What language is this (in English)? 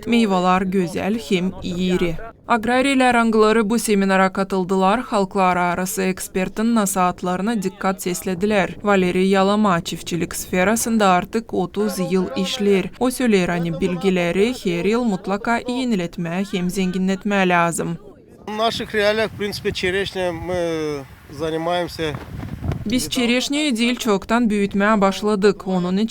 Gagauz